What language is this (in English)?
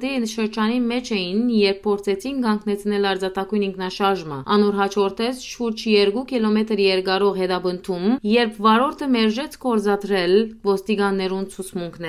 Western Armenian